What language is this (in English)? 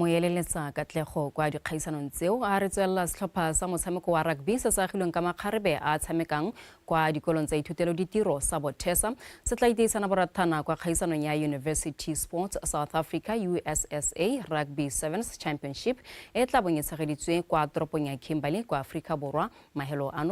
Tswana